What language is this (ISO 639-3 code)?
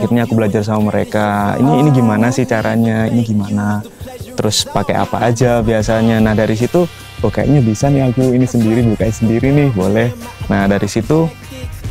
ind